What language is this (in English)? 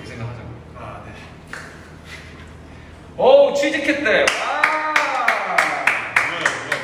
Korean